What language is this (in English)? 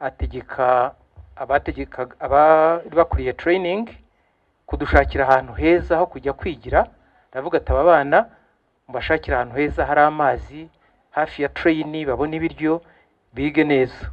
Kinyarwanda